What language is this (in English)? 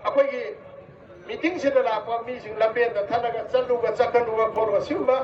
Manipuri